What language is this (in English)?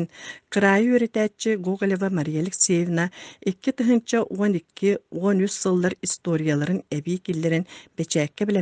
Yakut